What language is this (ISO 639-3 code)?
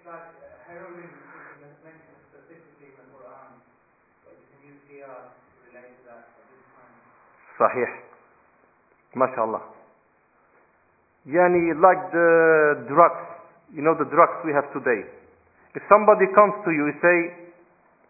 eng